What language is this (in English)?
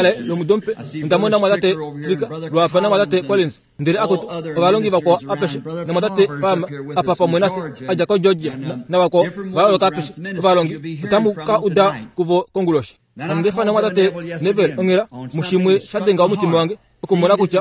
Kuanyama